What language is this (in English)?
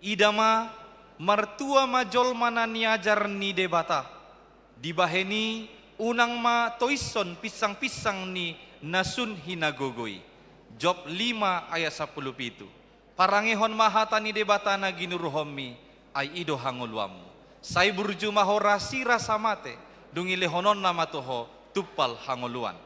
Batak Toba